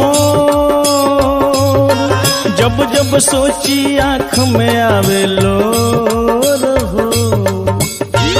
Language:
Bhojpuri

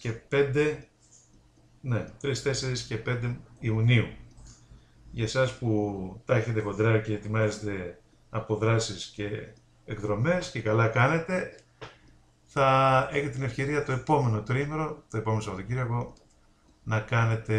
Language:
Greek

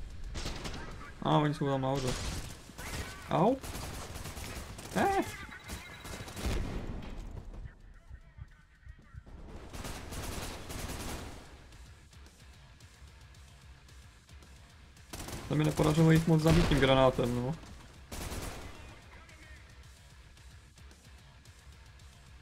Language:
Czech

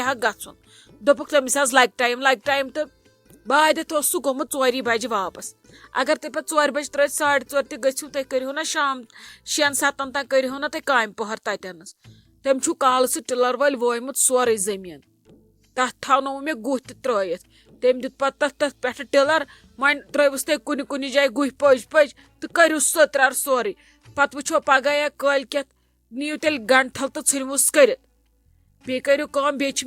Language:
Kashmiri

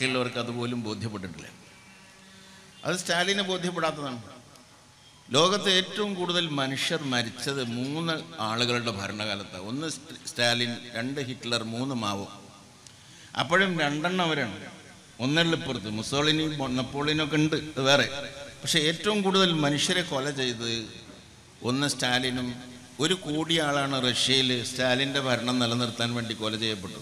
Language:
Malayalam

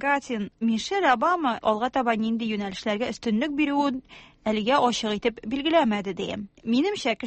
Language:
Tatar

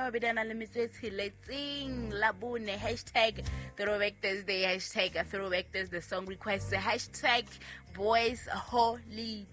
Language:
Southern Sotho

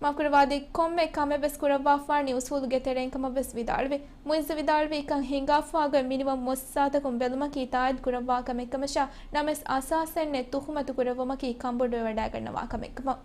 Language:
Divehi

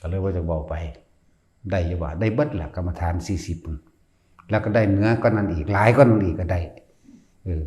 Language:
Northeastern Thai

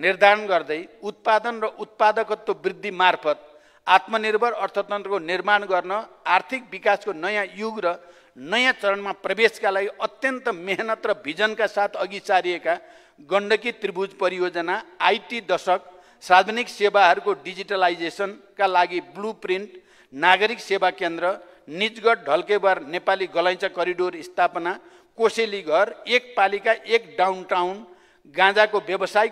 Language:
Nepali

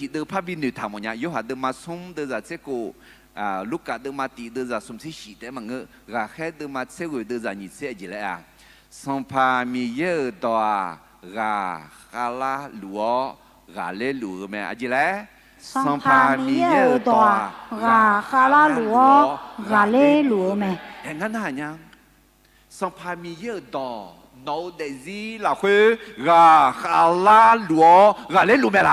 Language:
Akha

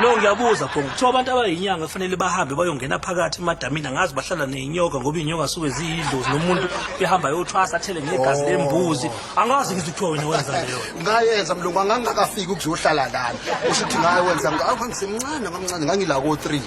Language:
Zulu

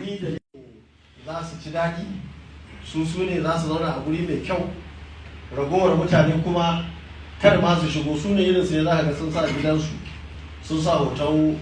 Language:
Hausa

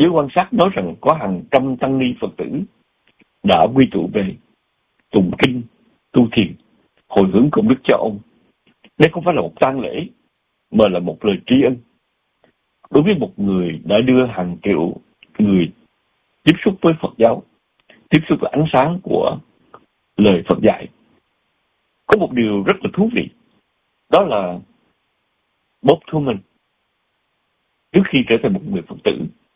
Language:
Vietnamese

